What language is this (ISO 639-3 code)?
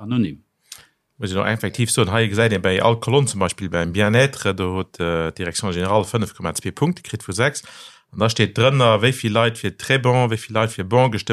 ltz